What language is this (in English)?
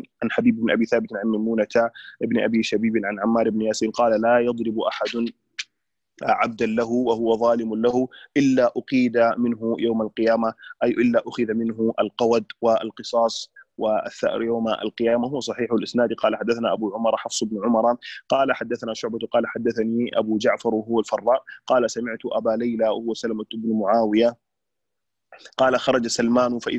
Arabic